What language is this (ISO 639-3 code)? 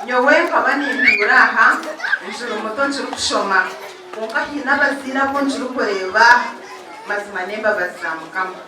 nyn